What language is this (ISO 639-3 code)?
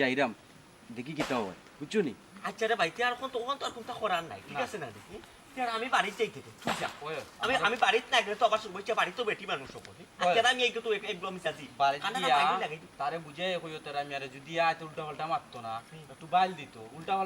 syl